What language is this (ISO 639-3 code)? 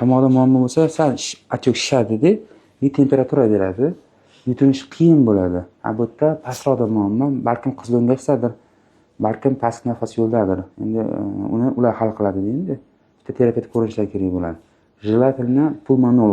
uzb